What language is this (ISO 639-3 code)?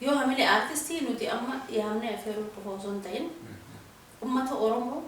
orm